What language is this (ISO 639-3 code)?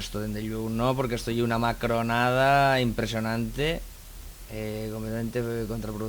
ast